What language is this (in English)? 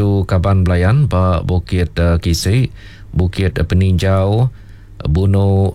Iban